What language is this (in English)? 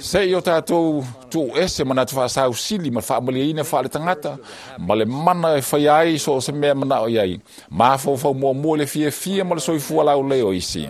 Samoan